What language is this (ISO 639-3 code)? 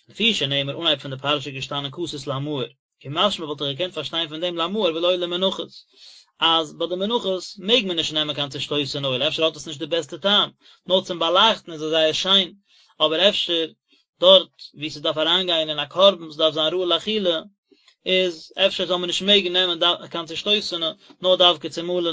yid